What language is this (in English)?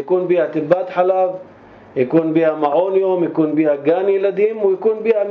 North Levantine Arabic